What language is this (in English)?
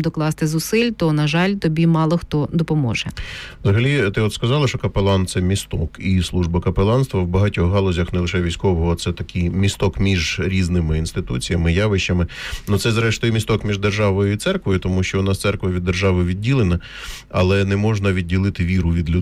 Ukrainian